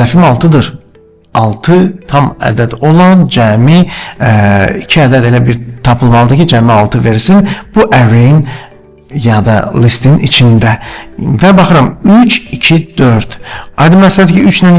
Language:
Azerbaijani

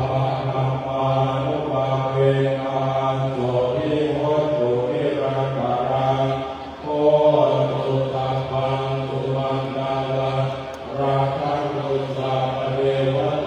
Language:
Pali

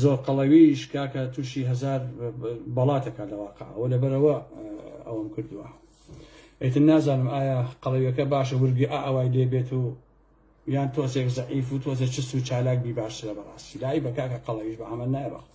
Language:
Central Kurdish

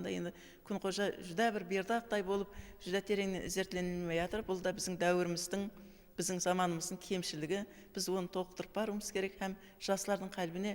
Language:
Kara-Kalpak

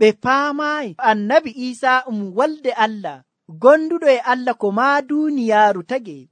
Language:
Nigerian Fulfulde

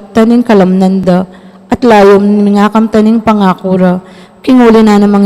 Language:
Pampanga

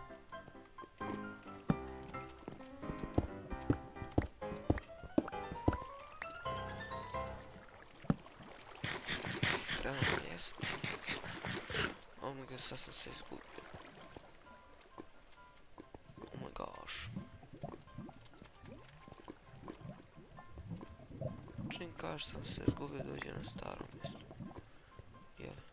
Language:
Croatian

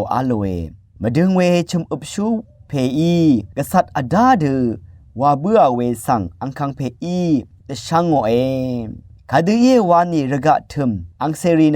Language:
Rawang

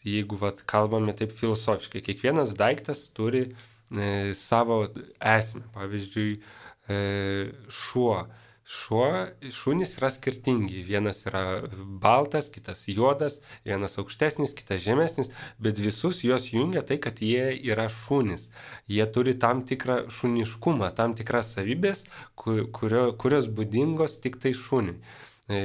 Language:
Lithuanian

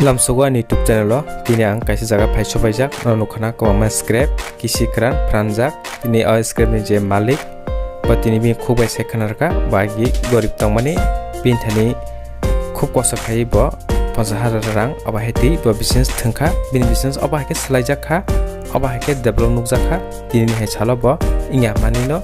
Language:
Kok Borok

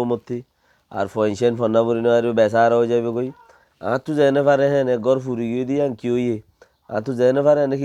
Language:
Rohingya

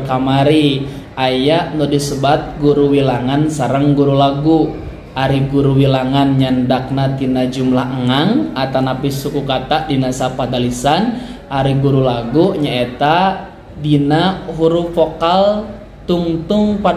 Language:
Sundanese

